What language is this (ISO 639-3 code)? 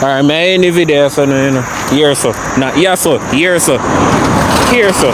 jam